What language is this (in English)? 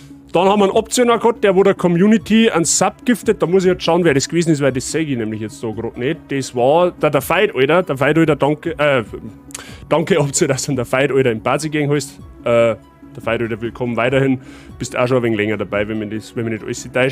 Bavarian